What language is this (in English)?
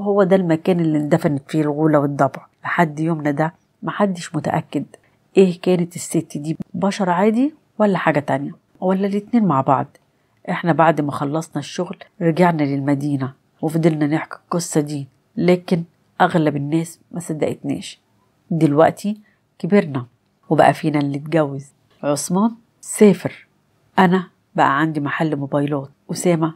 Egyptian Arabic